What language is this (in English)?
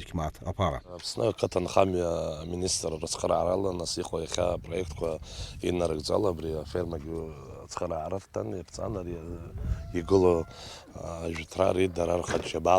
Abkhazian